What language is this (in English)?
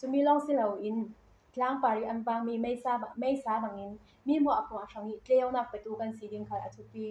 Falam Chin